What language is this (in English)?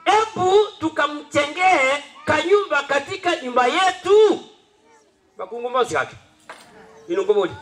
Gusii